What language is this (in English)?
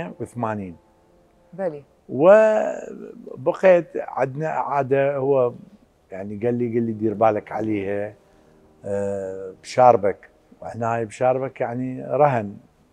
Mesopotamian Arabic